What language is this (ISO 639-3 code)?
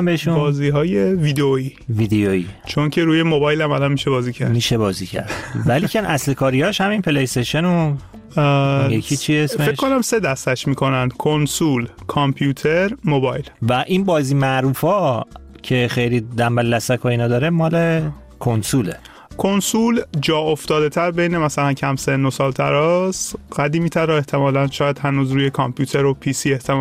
fas